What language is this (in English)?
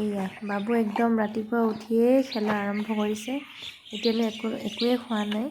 Assamese